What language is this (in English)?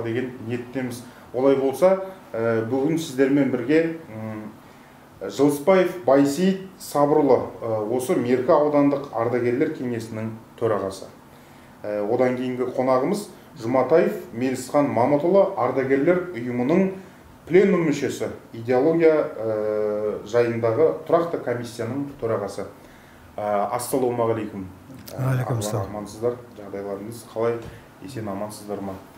Kazakh